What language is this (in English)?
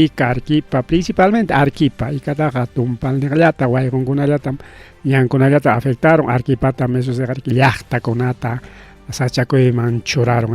Ayacucho Quechua